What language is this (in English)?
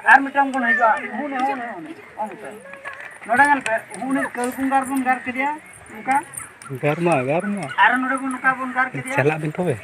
Santali